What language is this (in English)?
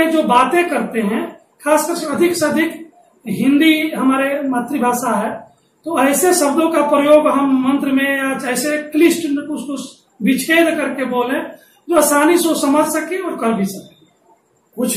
Hindi